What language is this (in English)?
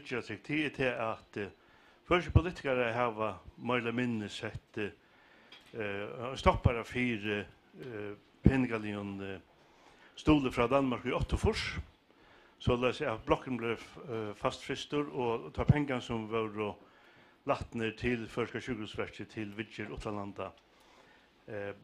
Faroese